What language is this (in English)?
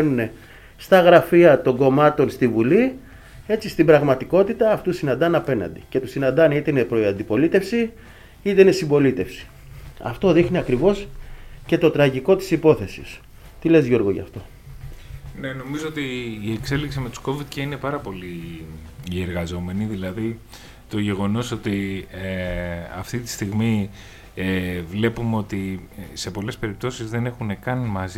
Greek